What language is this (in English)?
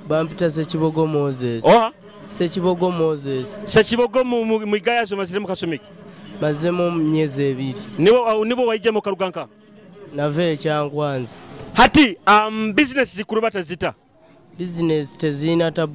Nyoro